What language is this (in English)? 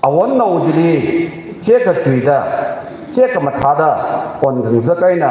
Tangkhul Naga (India)